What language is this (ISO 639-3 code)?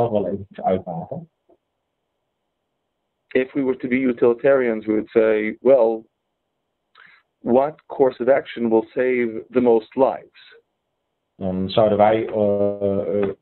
nld